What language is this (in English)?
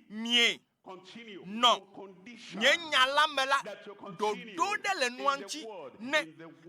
Ewe